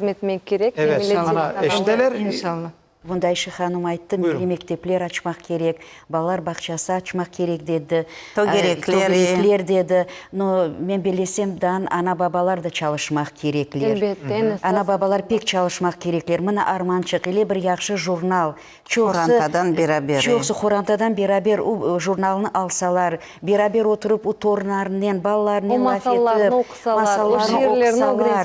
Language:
Crimean Tatar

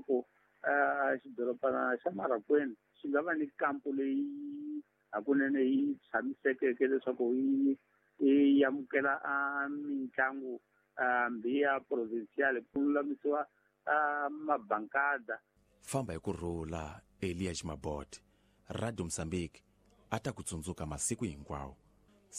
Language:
Tsonga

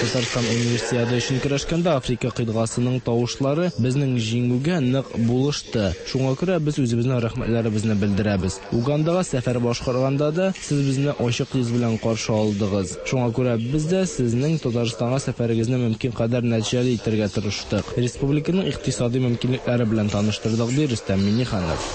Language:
Tatar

